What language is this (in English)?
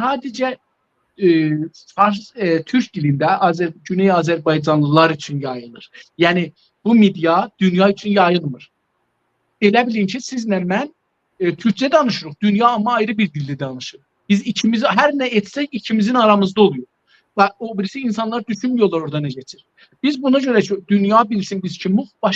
South Azerbaijani